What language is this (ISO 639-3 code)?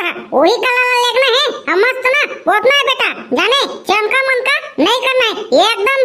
hne